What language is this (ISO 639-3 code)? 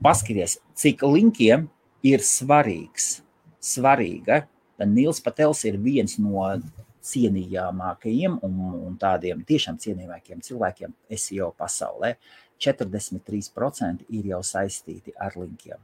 lav